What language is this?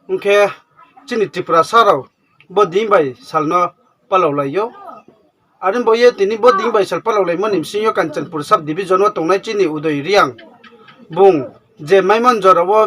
Riang (India)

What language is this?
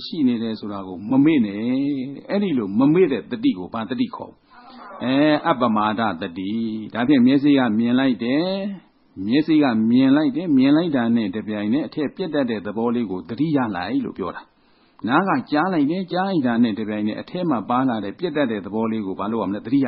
Burmese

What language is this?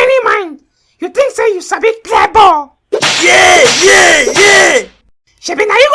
Nigerian Pidgin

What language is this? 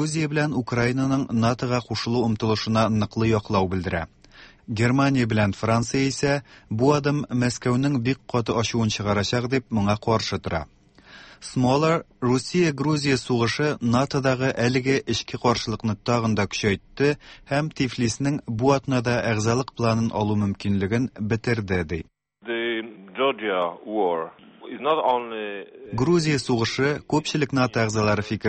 Tatar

